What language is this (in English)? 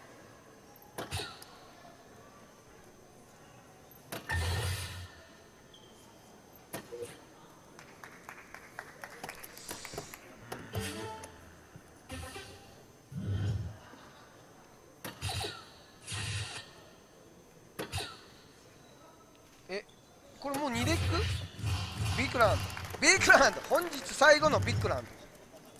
Japanese